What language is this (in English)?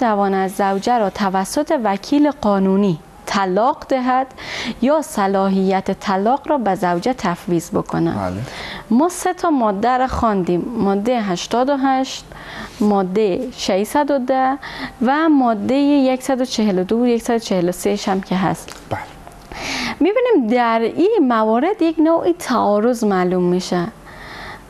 Persian